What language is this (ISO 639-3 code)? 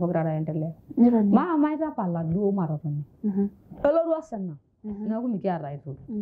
mas